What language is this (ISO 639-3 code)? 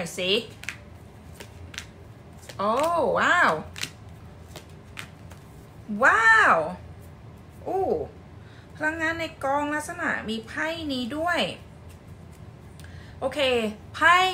tha